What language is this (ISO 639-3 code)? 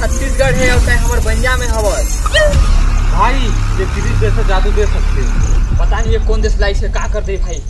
hne